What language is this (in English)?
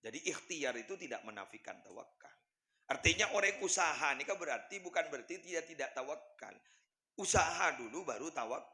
Madurese